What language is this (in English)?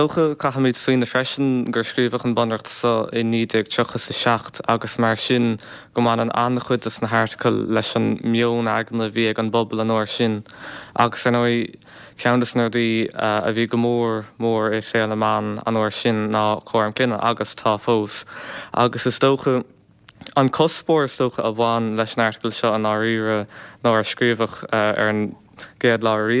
Irish